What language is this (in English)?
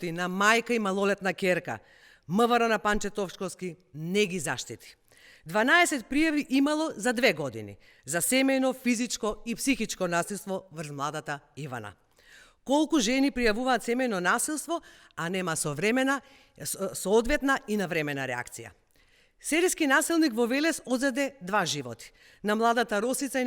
Macedonian